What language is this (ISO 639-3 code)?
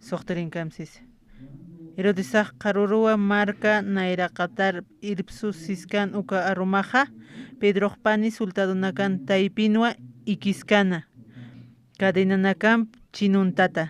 aym